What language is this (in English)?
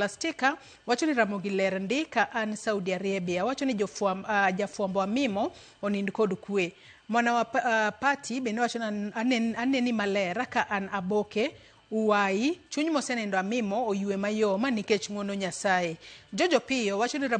Luo (Kenya and Tanzania)